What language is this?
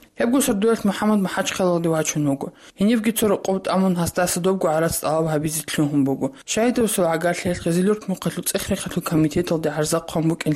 Avaric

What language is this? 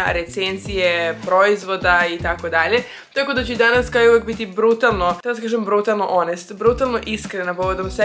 Croatian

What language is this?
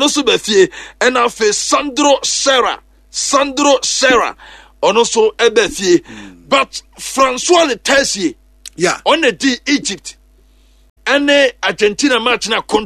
Akan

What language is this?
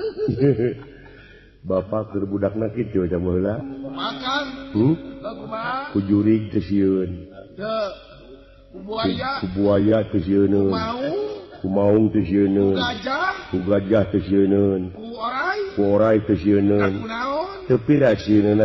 Sundanese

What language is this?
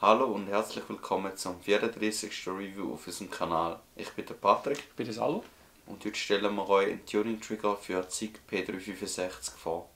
Swiss German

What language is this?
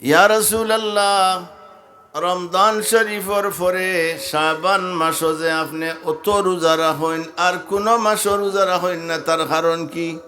Sylheti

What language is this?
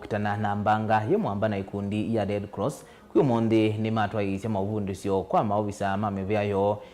Kamba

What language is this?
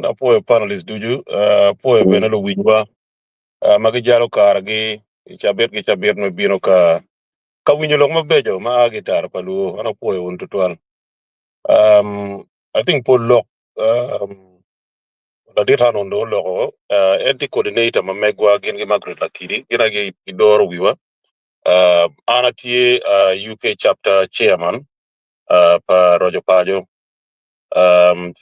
Acoli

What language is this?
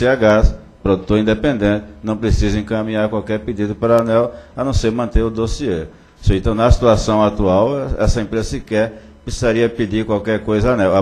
Portuguese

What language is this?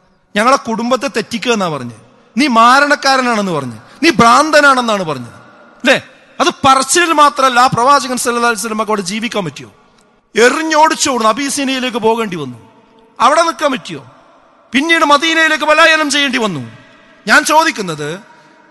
Malayalam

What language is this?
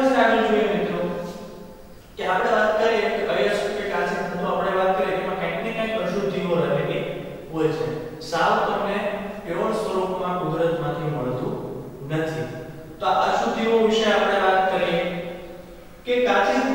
Gujarati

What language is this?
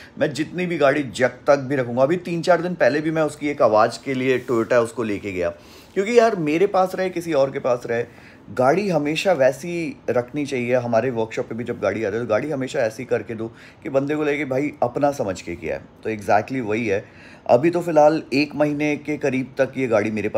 Hindi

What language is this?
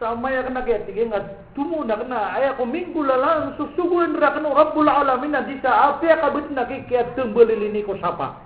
Maranao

